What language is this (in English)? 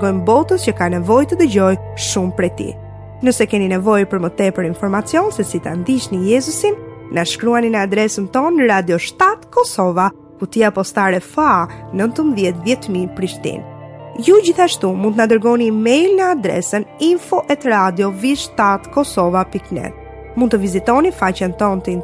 Albanian